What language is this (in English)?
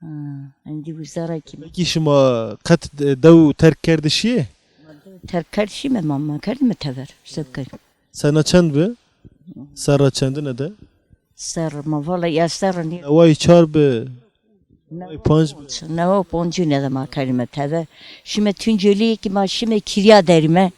Zaza